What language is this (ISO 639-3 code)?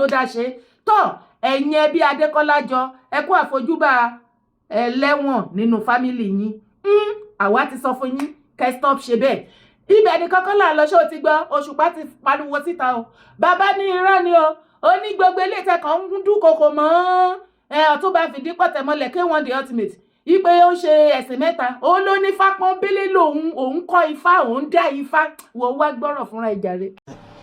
yor